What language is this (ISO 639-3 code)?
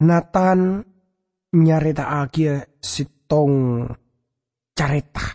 mad